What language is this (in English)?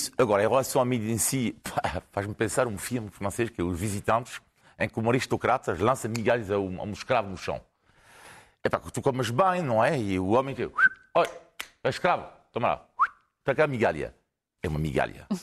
Portuguese